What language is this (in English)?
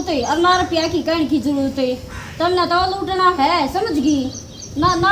Haryanvi